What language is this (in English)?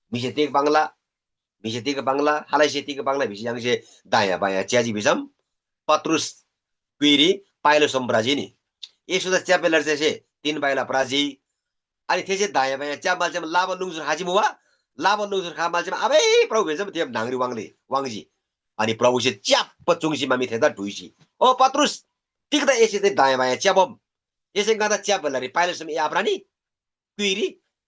Eastern Tamang